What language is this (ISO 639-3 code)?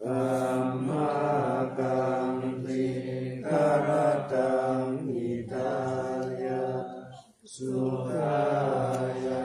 pli